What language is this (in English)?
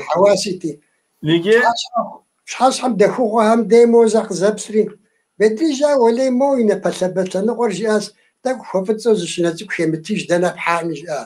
Kabardian